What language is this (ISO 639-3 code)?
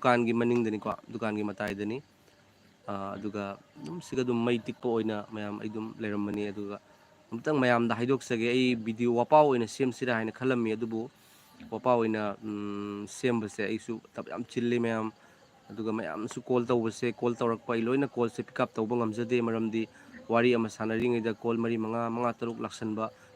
mni